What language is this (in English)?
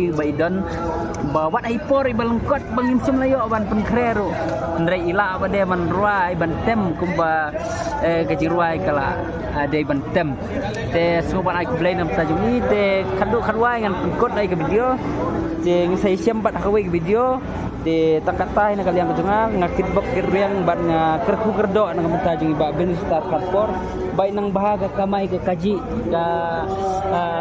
Khasi